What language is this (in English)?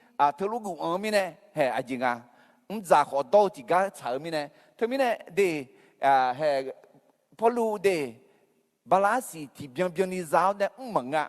Akha